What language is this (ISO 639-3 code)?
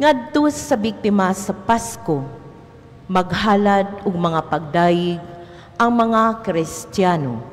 ceb